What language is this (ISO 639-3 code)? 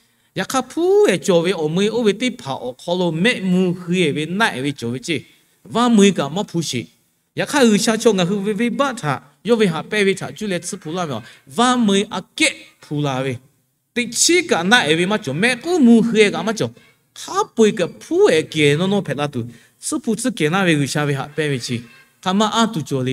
lhu